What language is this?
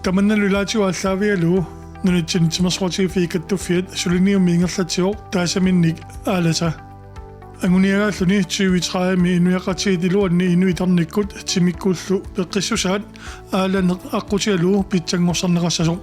Kalaallisut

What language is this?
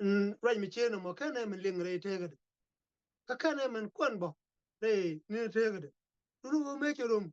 Nuer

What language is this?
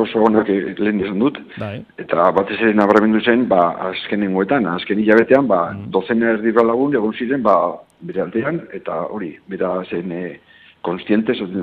Basque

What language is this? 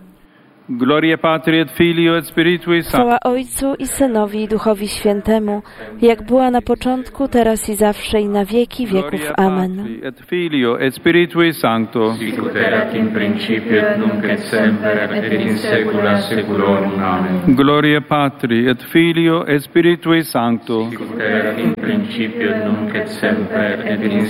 Polish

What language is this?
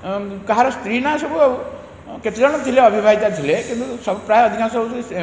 Odia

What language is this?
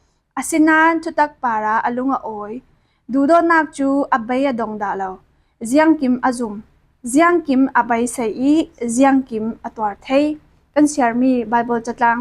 Falam Chin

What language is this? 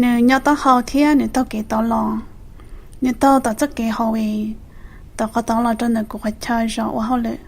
Hmong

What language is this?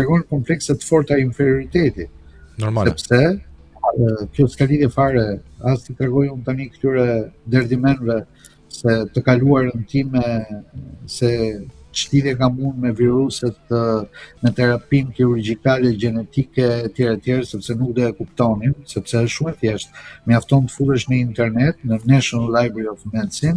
Albanian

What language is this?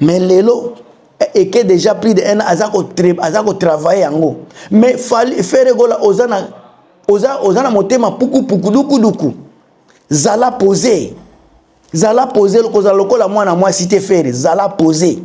Lingala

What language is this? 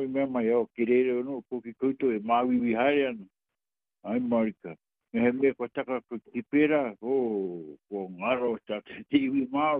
Māori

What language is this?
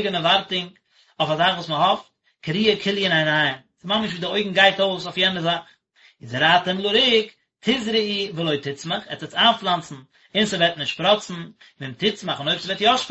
Yiddish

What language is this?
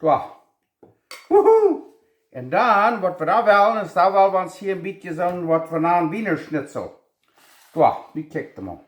Plautdietsch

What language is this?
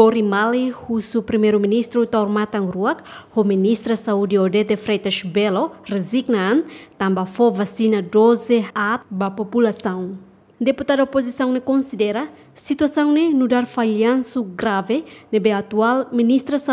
Tetum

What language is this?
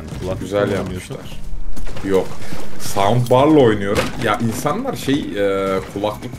Turkish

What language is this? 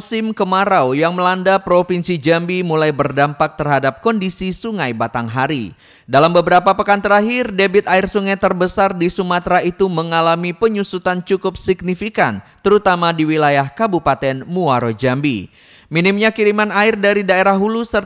Indonesian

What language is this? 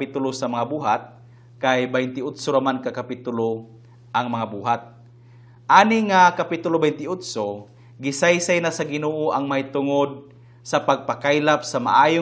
Cebuano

